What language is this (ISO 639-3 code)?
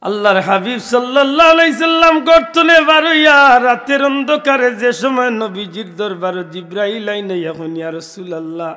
syl